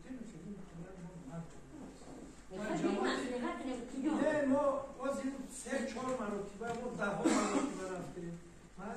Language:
Tajik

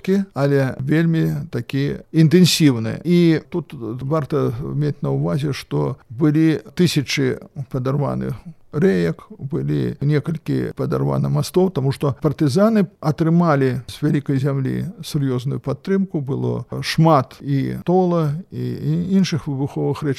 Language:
Belarusian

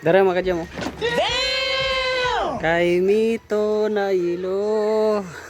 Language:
Cebuano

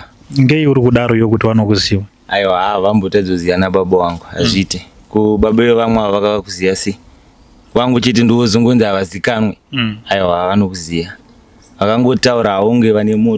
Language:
Shona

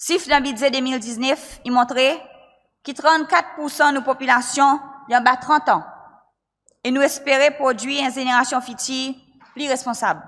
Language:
Seselwa Creole French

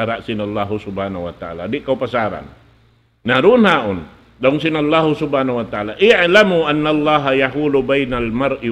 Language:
Tausug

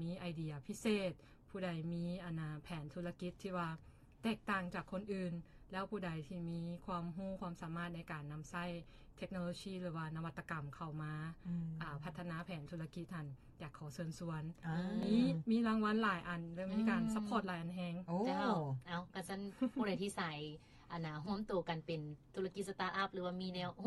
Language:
Lao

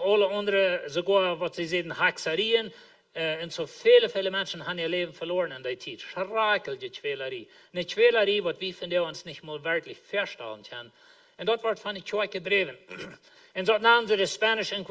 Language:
Plautdietsch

